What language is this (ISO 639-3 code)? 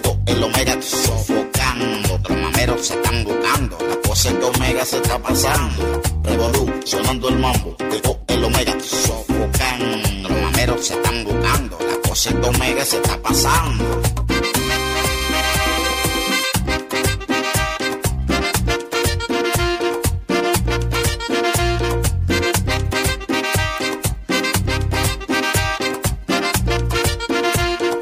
spa